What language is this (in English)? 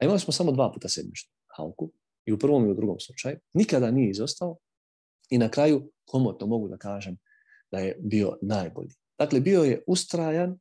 Bosnian